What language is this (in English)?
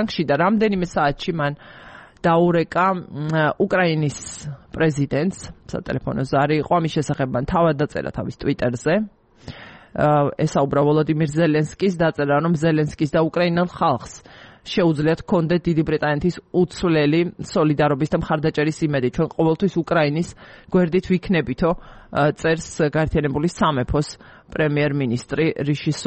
Georgian